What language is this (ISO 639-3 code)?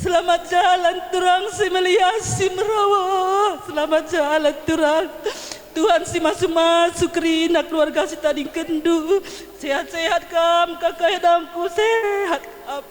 btx